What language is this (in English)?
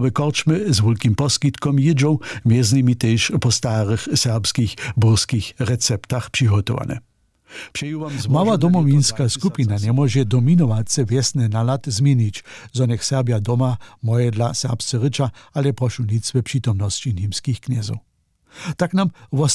Upper Sorbian